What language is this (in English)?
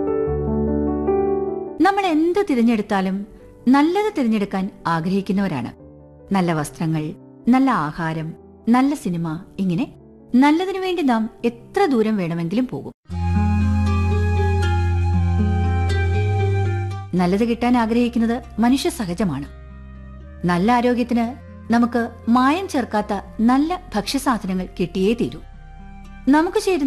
Malayalam